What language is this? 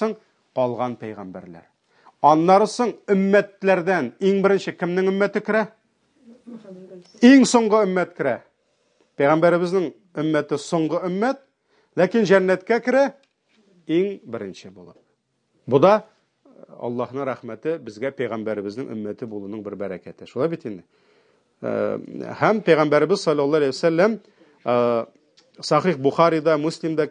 Tatar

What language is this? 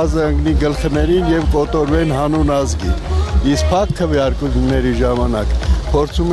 Armenian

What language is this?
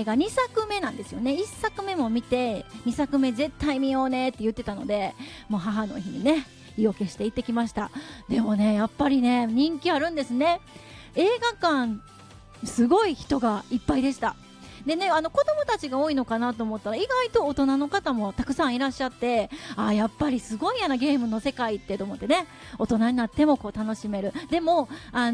Japanese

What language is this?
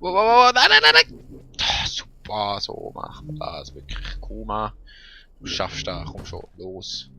Swiss German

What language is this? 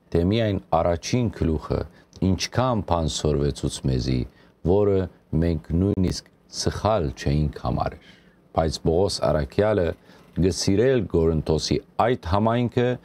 Western Armenian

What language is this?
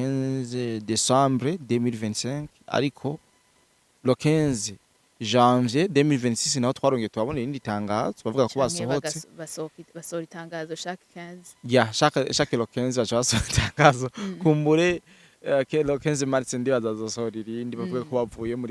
Rundi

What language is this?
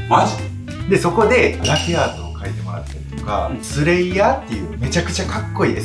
Japanese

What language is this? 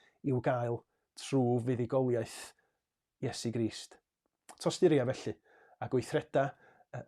Welsh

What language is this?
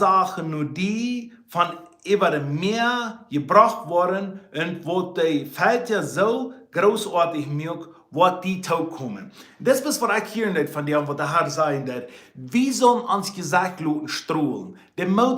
Plautdietsch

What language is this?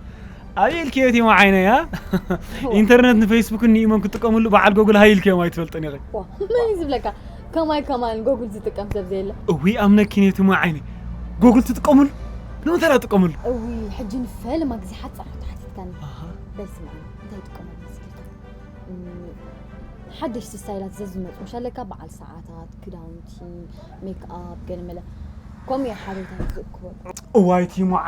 Tigrinya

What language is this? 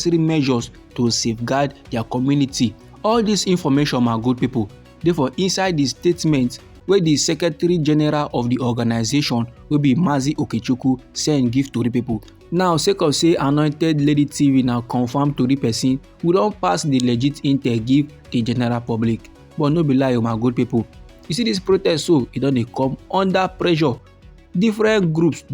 Nigerian Pidgin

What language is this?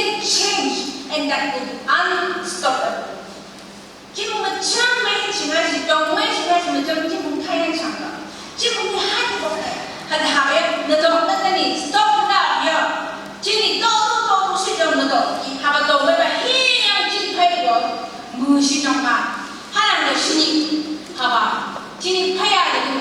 Phom Naga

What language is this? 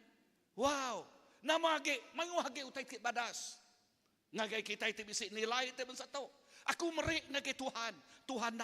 Iban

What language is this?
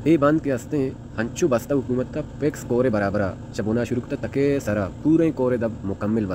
Baluchi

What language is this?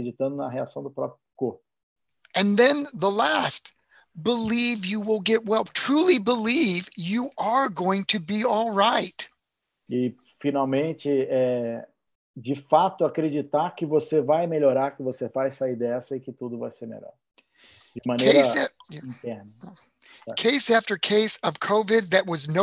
Portuguese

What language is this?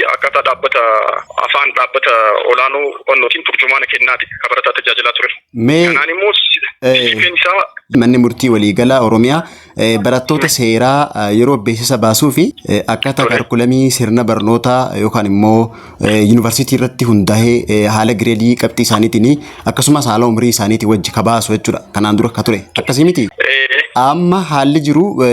Oromo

